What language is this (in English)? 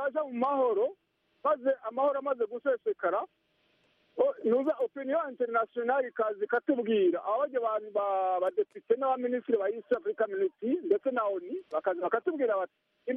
Kinyarwanda